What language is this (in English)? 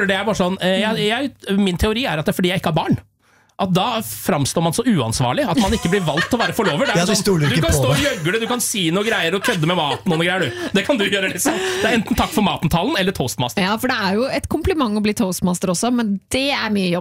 Norwegian